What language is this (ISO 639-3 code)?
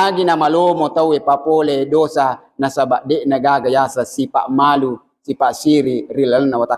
bug